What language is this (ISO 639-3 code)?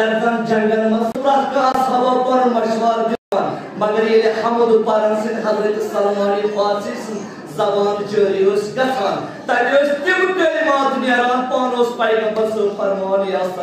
kas